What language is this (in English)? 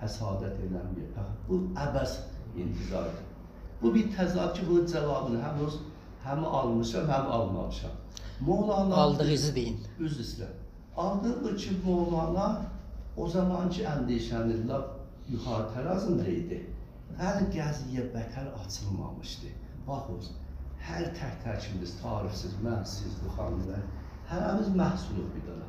South Azerbaijani